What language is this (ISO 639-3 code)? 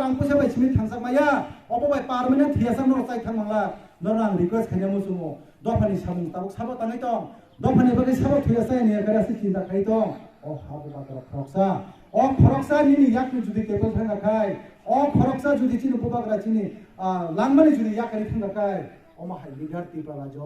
trp